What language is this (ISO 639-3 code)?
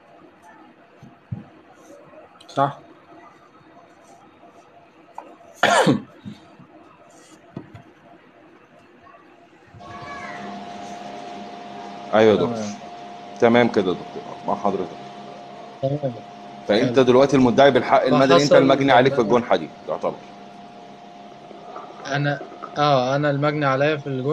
arz